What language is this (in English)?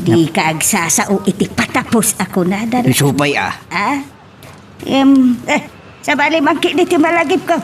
Iloko